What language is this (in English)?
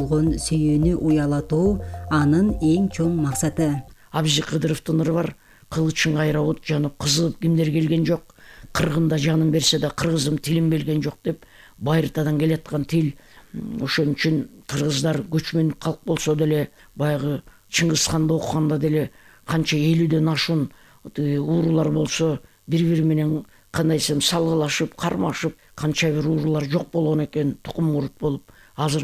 Kyrgyz